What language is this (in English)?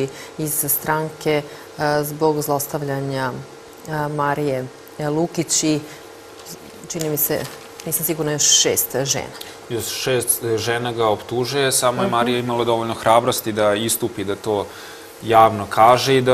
Serbian